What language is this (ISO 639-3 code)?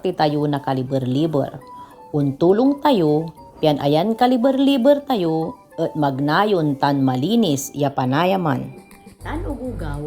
pag